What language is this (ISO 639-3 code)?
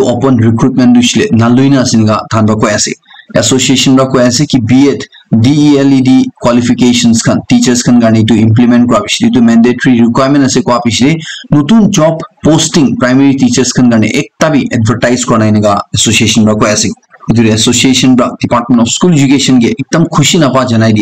nag